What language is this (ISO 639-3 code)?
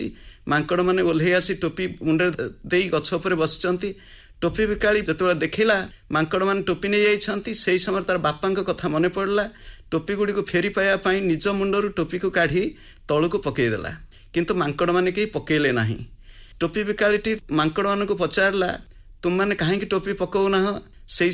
ori